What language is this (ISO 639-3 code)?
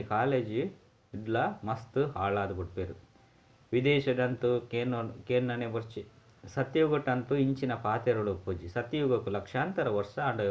tcy